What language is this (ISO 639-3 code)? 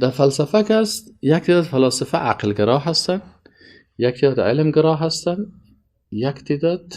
fas